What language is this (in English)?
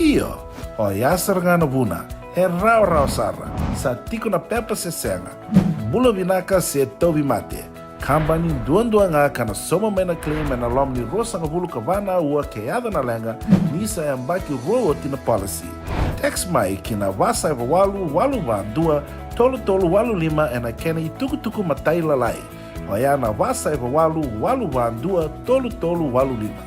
Fijian